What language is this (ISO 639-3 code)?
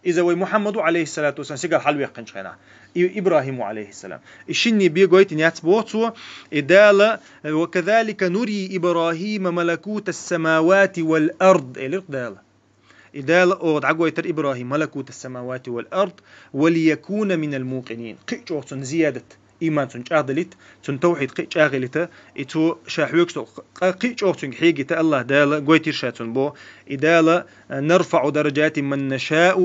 che